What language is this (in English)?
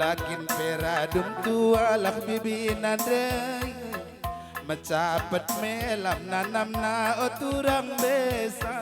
Batak Karo